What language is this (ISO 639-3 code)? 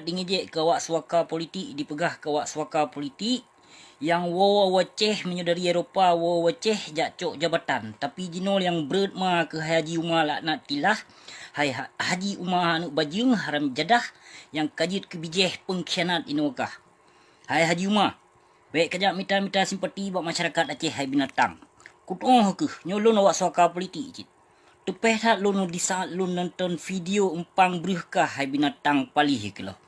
ace